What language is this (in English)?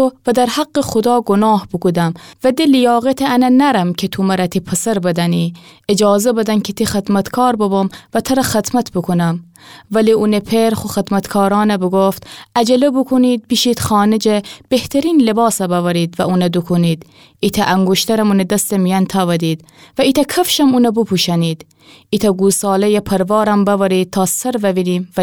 Gilaki